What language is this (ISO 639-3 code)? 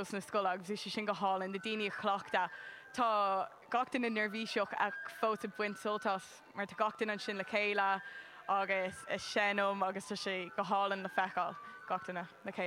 gle